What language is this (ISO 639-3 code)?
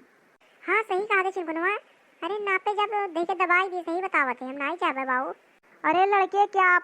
awa